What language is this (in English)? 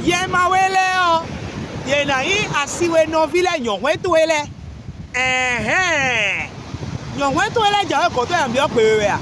Fon